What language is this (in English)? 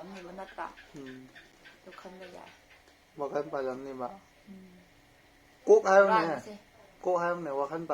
Manipuri